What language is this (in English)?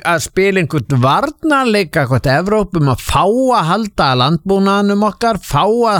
Icelandic